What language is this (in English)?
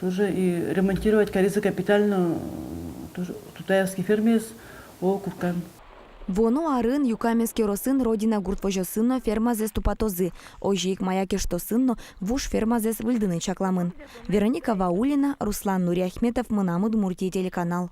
Udmurt